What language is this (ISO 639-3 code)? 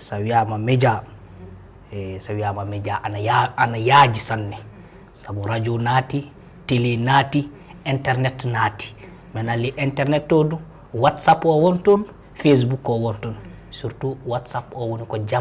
ful